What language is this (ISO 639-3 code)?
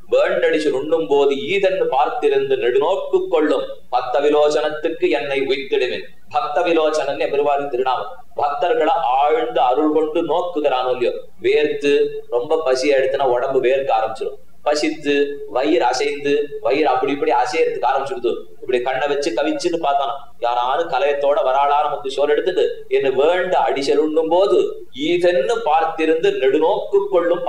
tam